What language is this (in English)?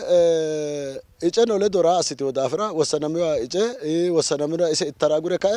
Sidamo